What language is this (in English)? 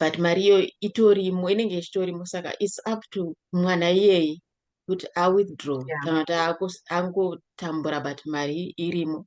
Shona